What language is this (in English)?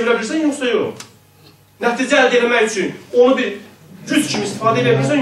South Azerbaijani